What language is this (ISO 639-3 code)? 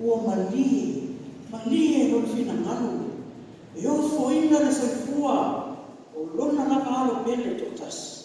smo